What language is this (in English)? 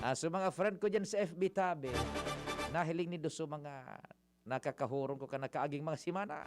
Bikol